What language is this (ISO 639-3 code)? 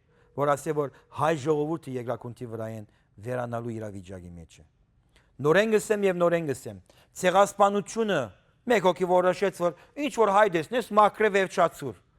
hyw